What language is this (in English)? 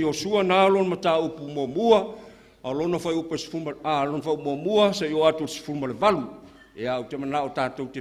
Samoan